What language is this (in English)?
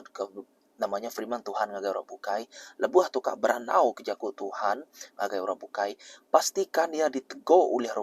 Iban